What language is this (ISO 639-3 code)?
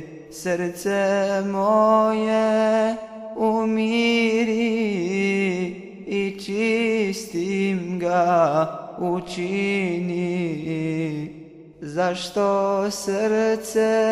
bos